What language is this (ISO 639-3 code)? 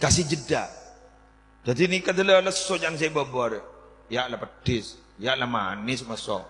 mad